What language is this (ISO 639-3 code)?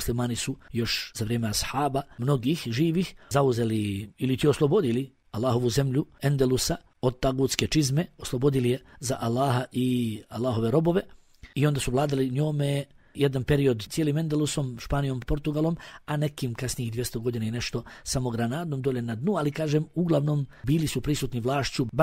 bos